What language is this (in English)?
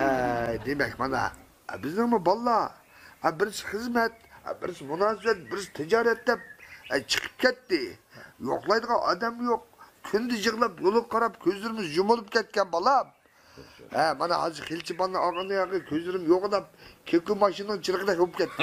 Uyghur